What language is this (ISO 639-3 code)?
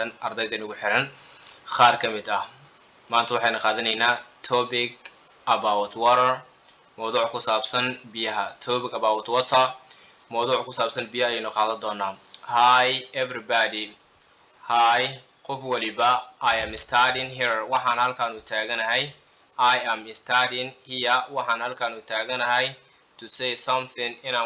som